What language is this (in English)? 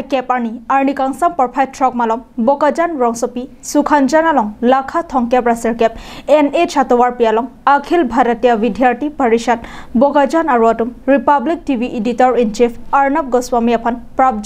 Karbi